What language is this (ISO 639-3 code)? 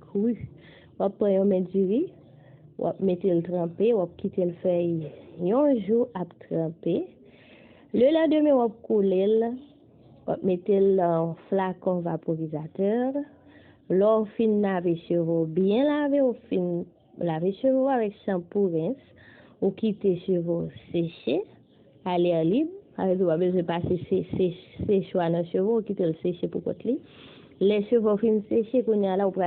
hat